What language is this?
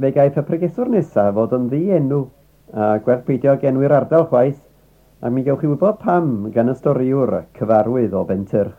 Welsh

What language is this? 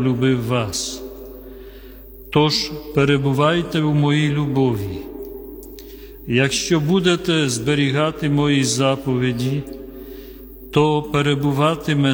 Ukrainian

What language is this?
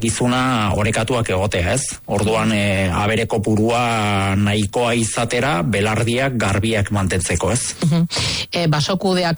Basque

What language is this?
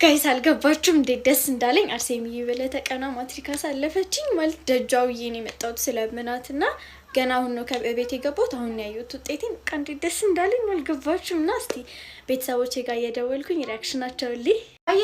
Amharic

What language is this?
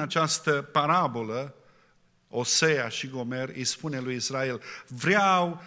Romanian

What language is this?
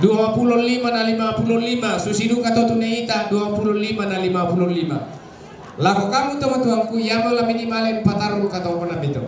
Toraja-Sa'dan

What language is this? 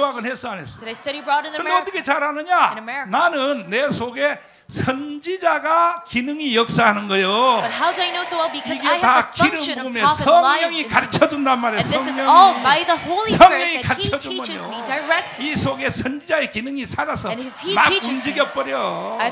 Korean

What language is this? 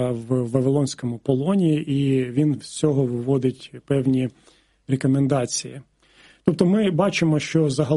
Ukrainian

